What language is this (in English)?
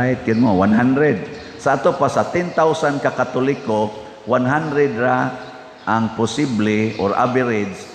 Cebuano